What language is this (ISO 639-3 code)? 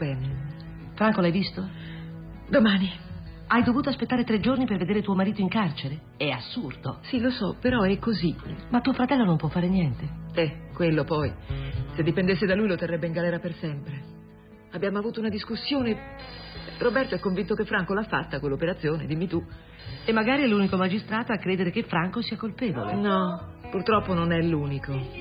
ita